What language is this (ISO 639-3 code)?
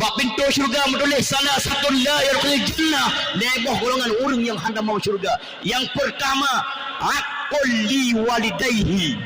ace